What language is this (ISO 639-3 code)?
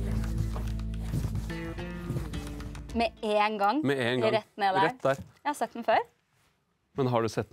nor